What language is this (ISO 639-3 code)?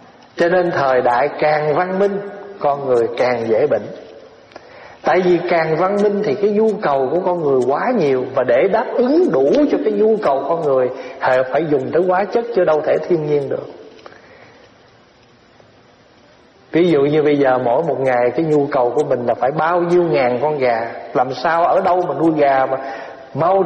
vie